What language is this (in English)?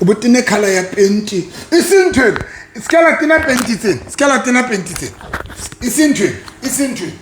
Southern Sotho